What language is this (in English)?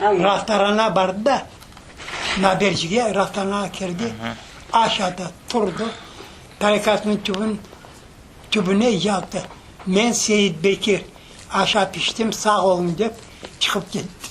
Crimean Tatar